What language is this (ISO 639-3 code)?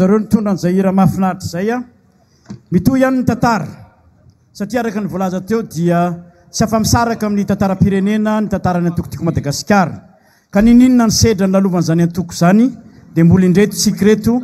mlg